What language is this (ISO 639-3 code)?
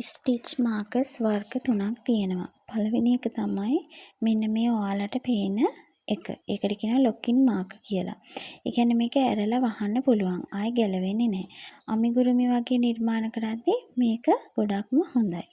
sin